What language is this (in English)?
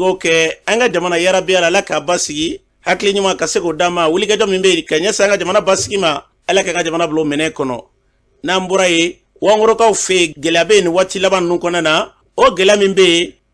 Bambara